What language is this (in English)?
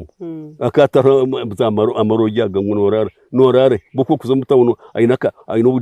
Nyankole